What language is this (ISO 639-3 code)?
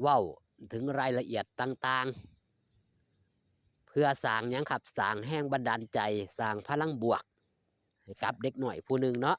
tts